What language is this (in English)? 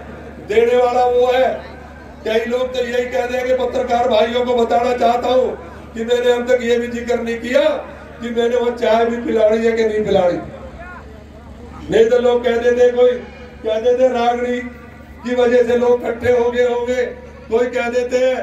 Hindi